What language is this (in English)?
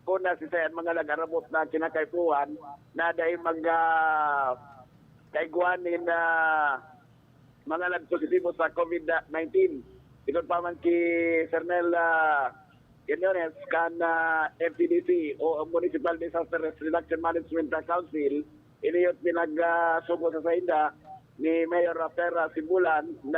Bikol